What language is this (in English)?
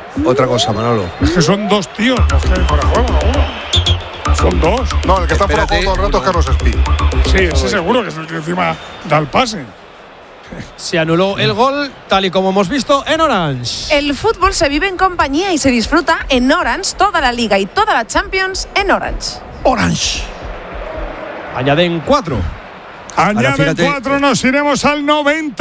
Spanish